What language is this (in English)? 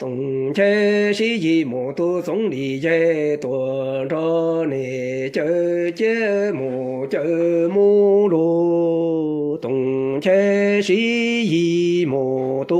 Hmong